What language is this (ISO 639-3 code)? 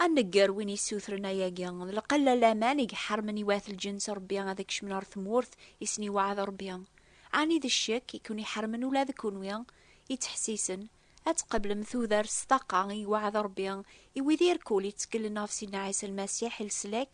kab